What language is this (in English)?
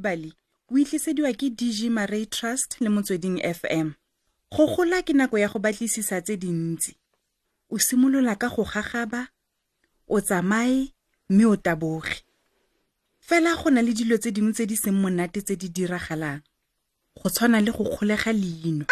Tswana